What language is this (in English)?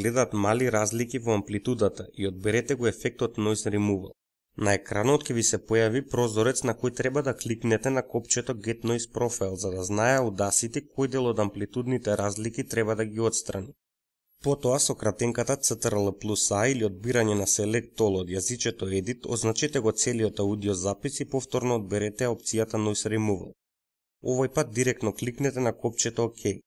Macedonian